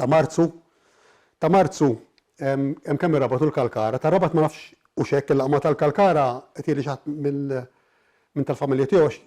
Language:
Maltese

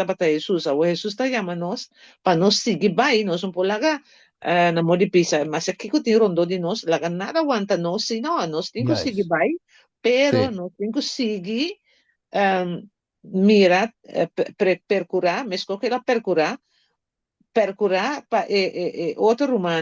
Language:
Papiamento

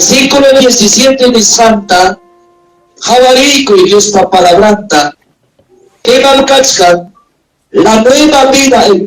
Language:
Ayacucho Quechua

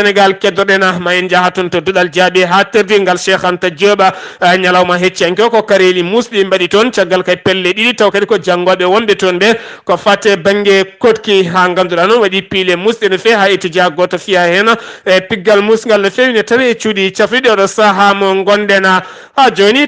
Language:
Fula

